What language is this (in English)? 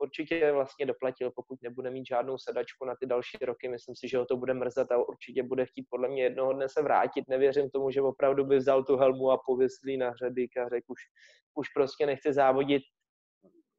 Czech